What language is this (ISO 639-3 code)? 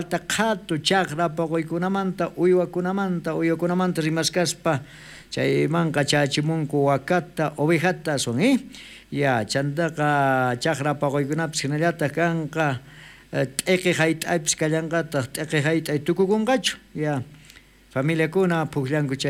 quh